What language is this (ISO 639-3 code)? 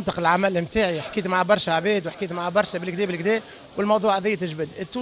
aeb